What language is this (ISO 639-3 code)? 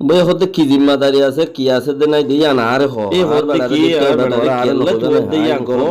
rhg